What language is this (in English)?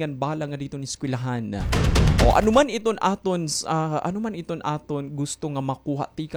Waray